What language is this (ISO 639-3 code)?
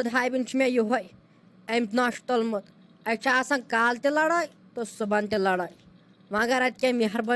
kas